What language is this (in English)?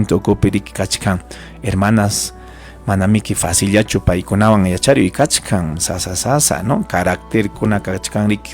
Ayacucho Quechua